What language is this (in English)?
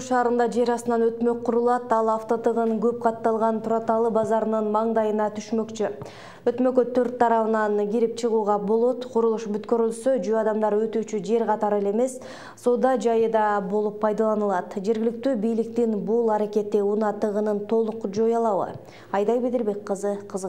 Kyrgyz